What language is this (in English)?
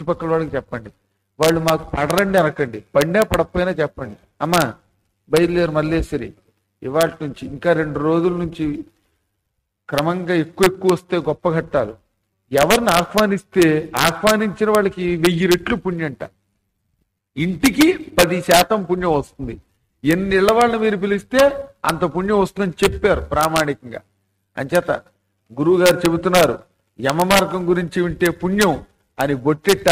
Telugu